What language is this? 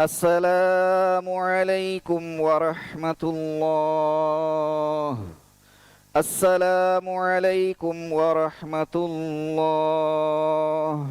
Divehi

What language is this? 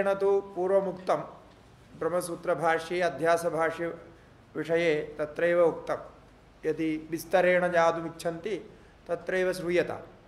Sanskrit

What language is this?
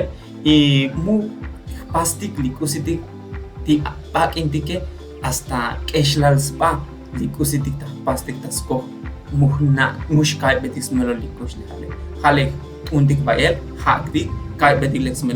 Tzotzil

